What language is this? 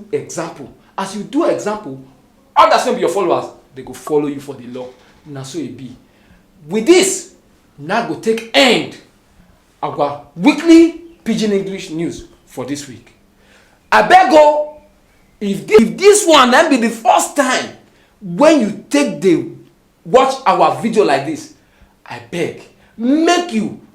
Nigerian Pidgin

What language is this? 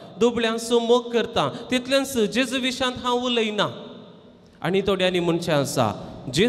Konkani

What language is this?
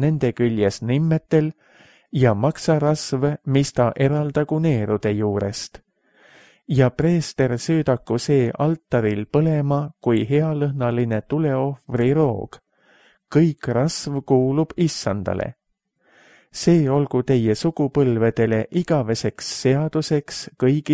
Estonian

